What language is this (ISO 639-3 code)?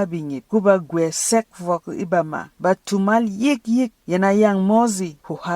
bom